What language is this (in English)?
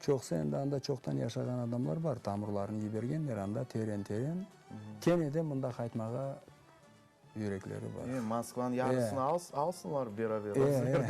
Crimean Tatar